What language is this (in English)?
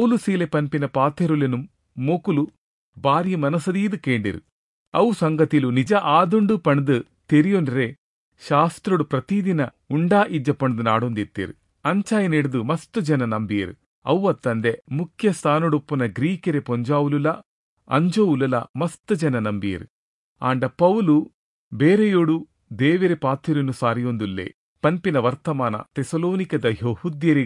Tulu